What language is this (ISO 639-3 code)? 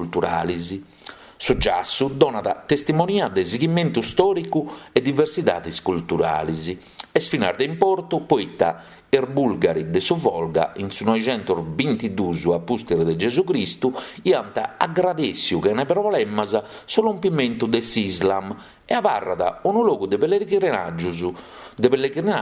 srd